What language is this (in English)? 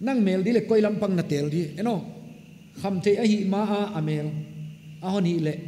Paite Chin